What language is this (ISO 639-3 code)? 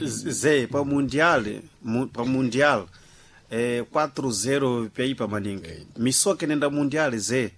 seh